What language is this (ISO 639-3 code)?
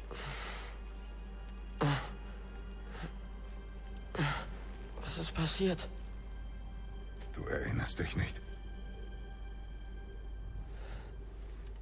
deu